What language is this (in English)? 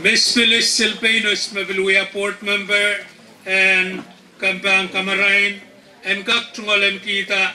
Pohnpeian